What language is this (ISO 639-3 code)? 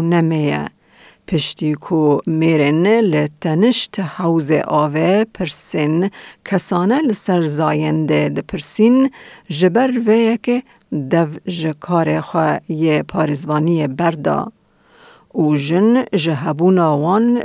kur